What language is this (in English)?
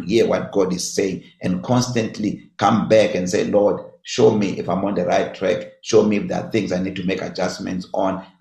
English